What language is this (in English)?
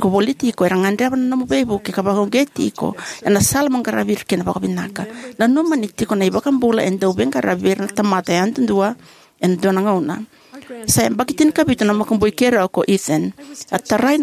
Fijian